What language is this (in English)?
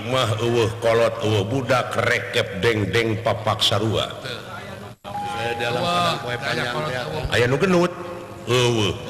Sundanese